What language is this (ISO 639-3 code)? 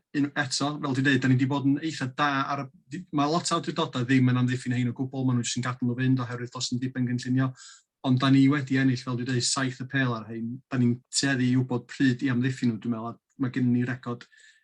cym